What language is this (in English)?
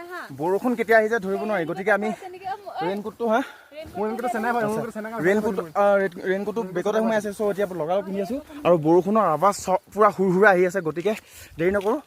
Assamese